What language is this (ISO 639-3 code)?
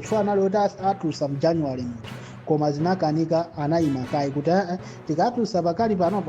nya